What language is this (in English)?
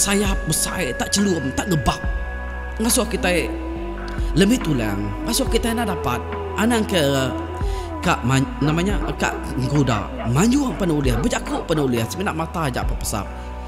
Iban